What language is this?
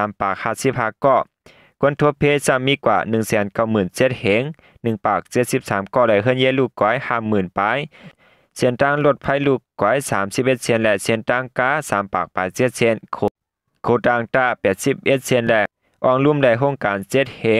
Shan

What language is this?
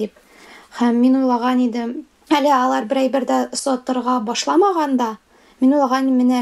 Tatar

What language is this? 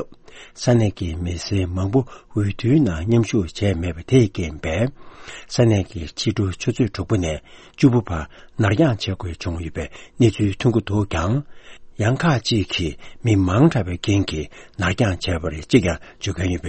Tibetan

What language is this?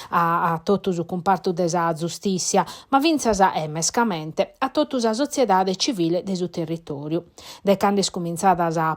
Sardinian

